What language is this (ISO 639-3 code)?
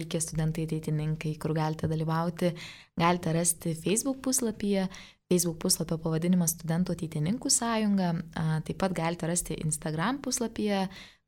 lit